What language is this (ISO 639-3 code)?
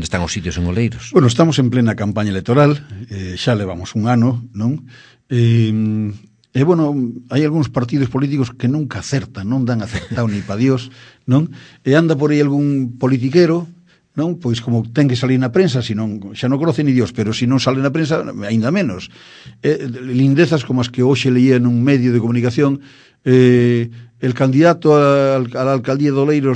glg